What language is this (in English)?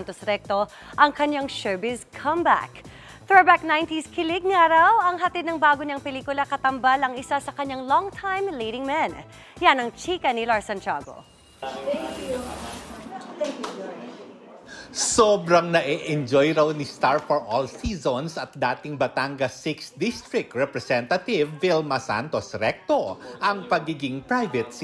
Filipino